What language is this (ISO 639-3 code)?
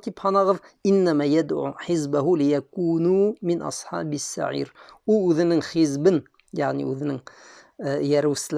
bak